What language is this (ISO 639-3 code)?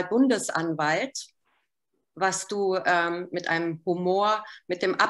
deu